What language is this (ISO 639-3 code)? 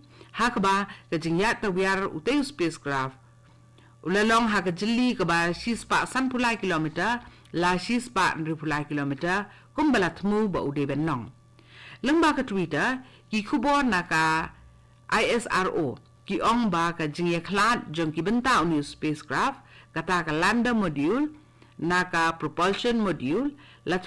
kha